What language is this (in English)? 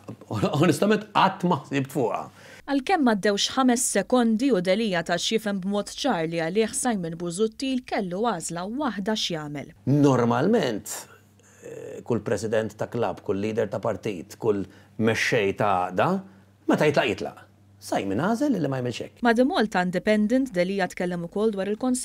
Maltese